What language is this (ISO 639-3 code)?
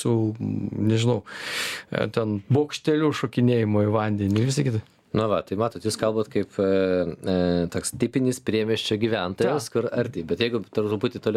lit